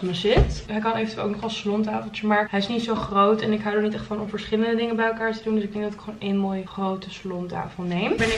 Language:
Dutch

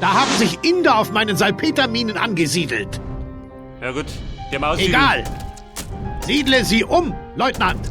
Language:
Bavarian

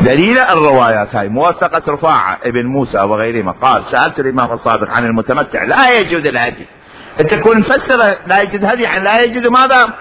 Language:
Mesopotamian Arabic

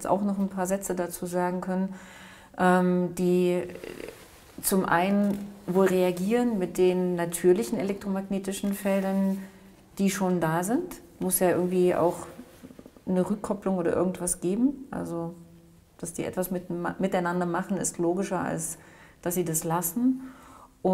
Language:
German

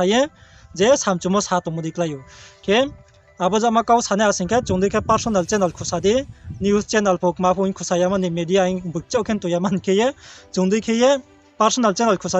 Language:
Riang (India)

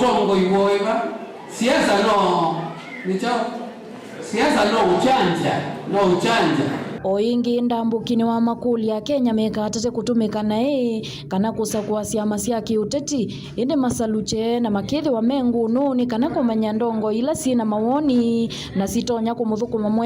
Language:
Kamba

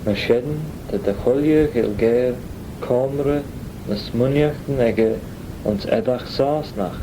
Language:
Manx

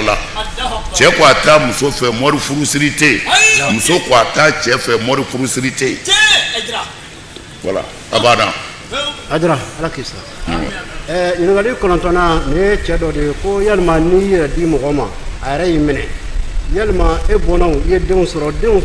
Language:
Bambara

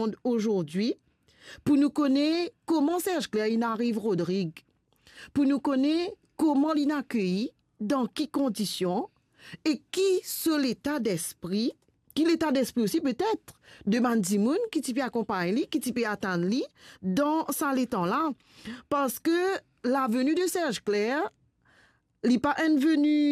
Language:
Morisyen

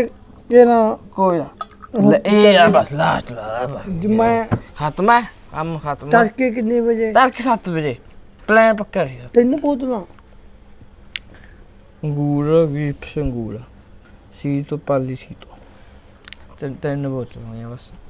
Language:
Punjabi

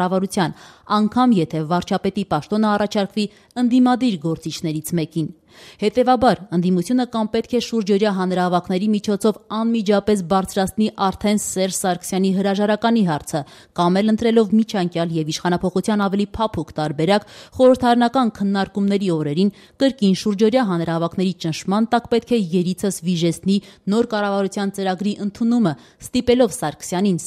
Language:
Armenian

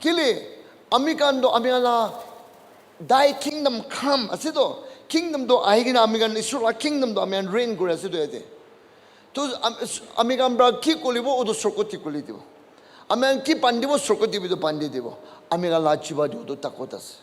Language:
Naga Pidgin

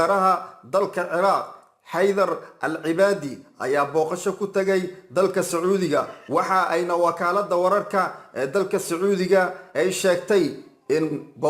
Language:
Somali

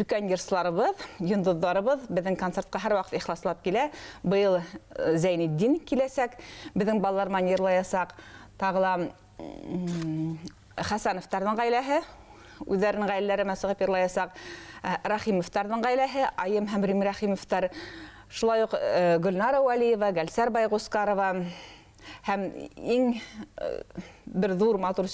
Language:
Bashkir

